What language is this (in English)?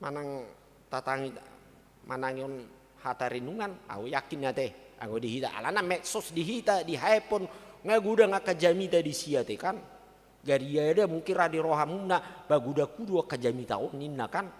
Batak Toba